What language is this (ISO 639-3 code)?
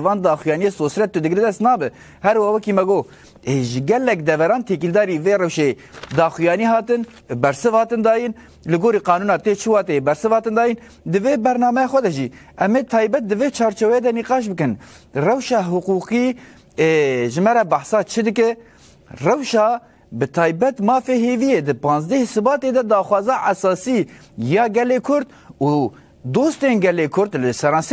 kur